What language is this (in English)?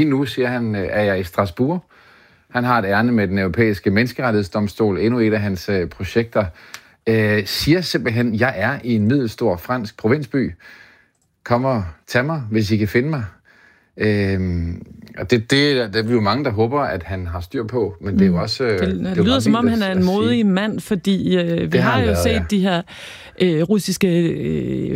Danish